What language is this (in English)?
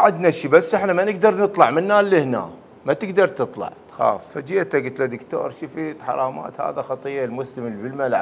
Mesopotamian Arabic